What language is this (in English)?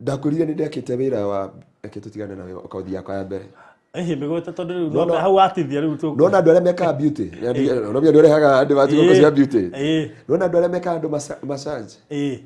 Kikuyu